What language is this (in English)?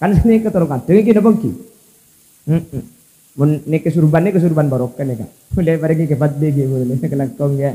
Madurese